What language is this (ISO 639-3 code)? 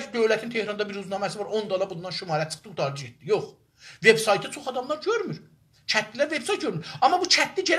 azb